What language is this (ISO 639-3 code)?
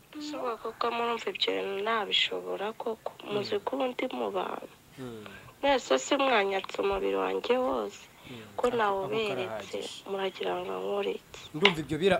kin